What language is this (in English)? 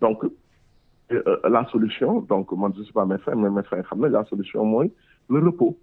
Wolof